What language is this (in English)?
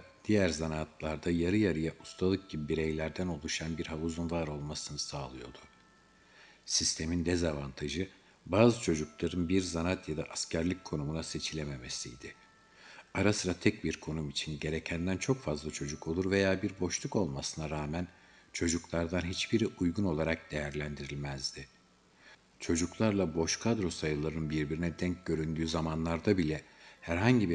Turkish